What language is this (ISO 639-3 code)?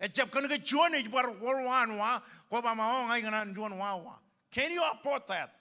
mah